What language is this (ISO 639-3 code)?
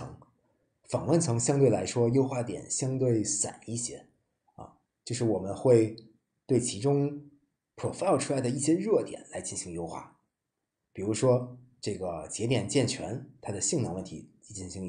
zho